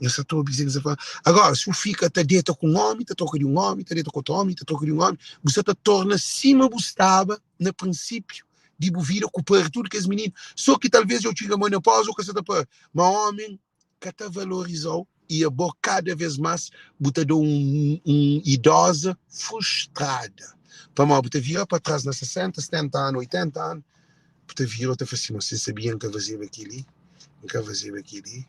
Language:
Kabuverdianu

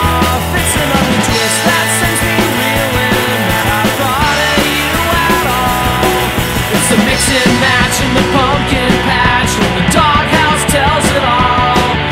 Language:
English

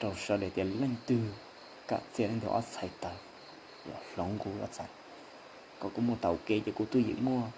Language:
Hmong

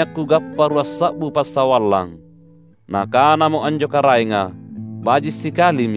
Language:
Makasar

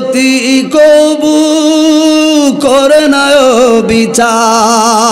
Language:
Bangla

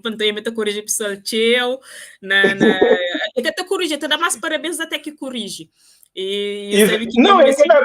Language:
Kabuverdianu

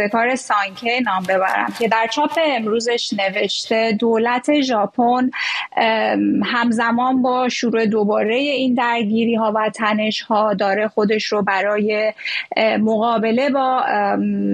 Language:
Persian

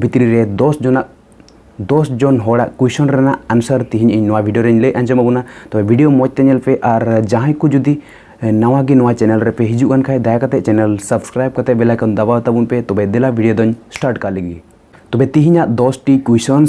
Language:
Santali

